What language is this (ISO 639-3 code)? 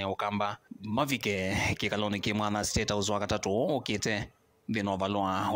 kam